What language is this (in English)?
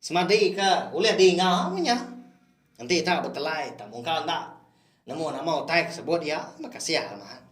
Iban